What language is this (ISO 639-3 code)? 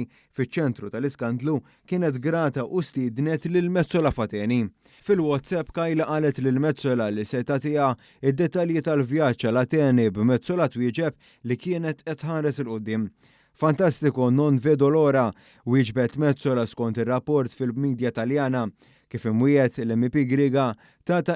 mlt